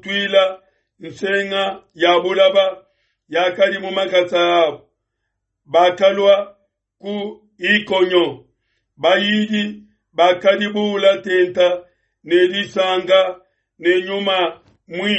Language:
Luba-Lulua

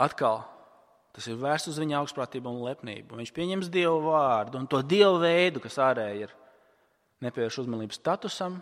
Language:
Latvian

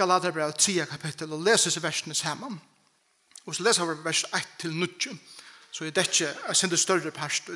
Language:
Faroese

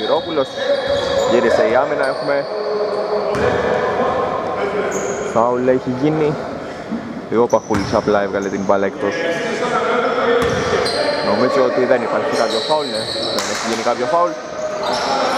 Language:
Greek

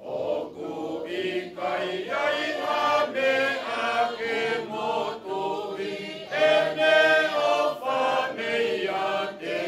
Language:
Tongan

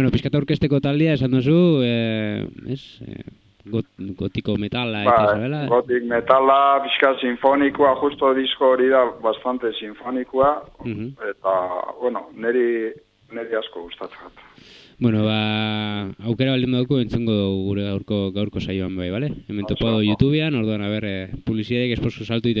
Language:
Basque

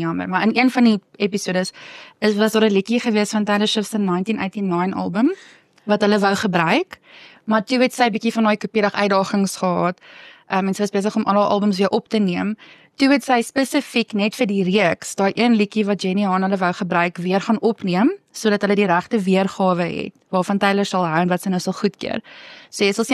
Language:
Afrikaans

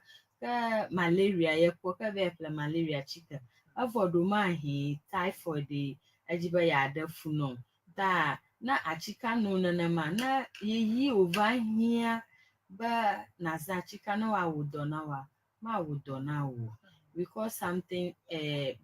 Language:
Ewe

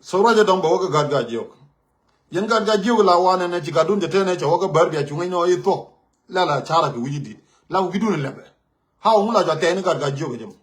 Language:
Nuer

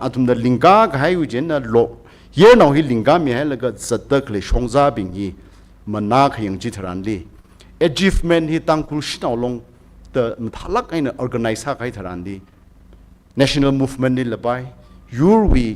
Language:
Tangkhul Naga (India)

